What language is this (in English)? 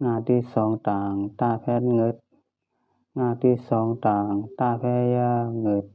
Shan